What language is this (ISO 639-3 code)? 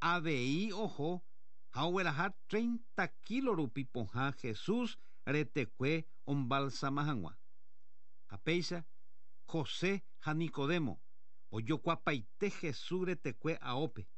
grn